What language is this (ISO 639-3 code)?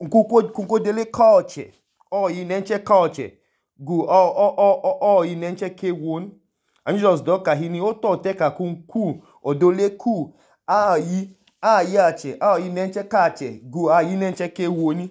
idu